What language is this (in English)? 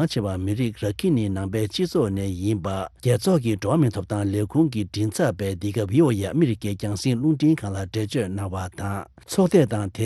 Tibetan